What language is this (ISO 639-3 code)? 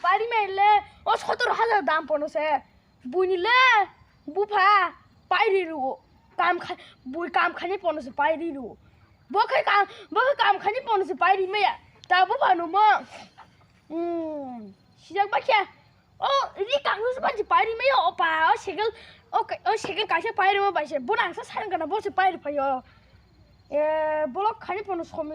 trp